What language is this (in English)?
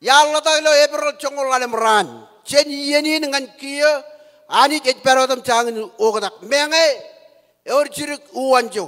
Marshallese